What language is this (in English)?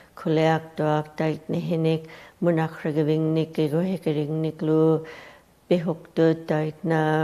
Western Canadian Inuktitut